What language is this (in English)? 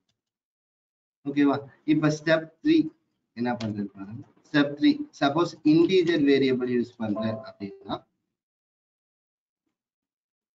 Tamil